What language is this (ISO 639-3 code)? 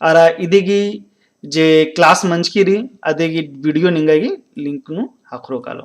kru